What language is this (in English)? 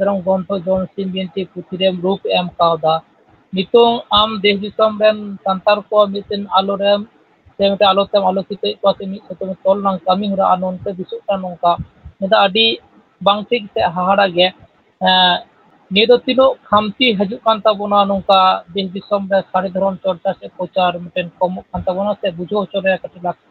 Santali